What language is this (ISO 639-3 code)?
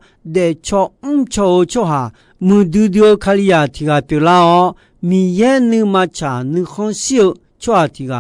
ahk